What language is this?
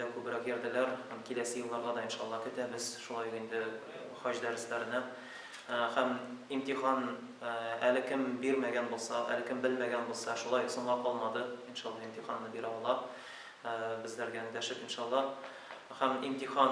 Tatar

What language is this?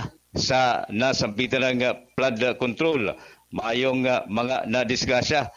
Bikol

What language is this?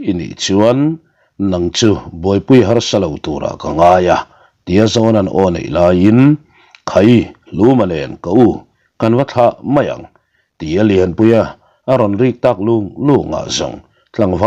Mizo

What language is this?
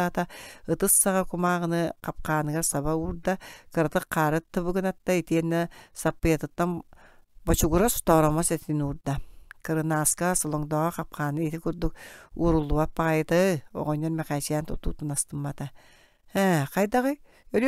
Yakut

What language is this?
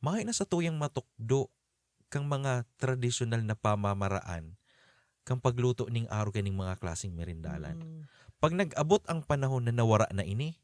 Bikol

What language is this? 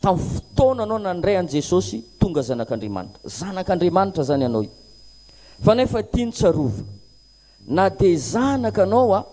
Malagasy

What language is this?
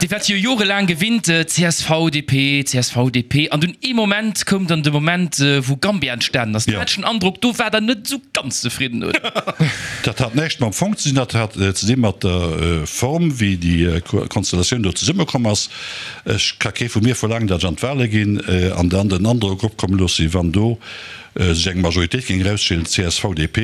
Luxembourgish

